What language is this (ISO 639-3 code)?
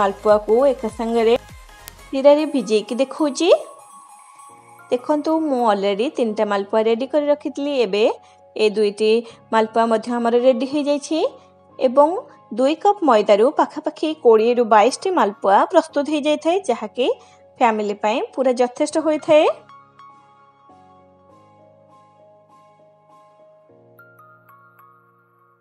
ori